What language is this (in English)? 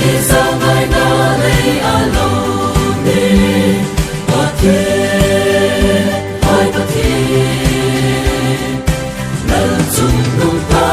Hmar